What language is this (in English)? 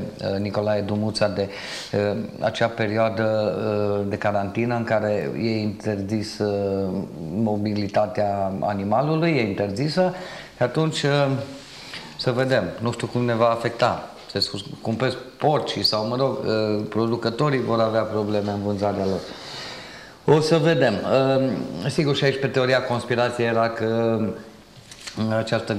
Romanian